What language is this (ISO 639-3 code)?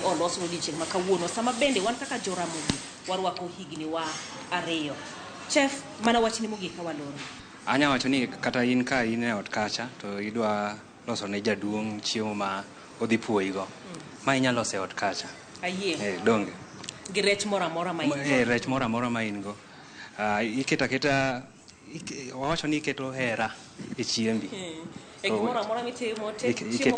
luo